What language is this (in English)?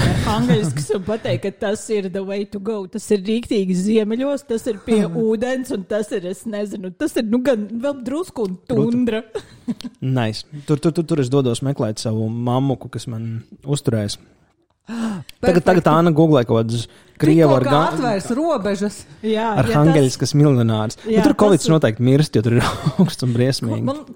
Latvian